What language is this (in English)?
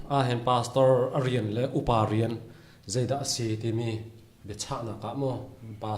Hakha Chin